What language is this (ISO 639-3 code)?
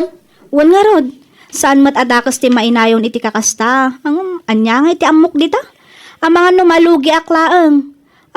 ilo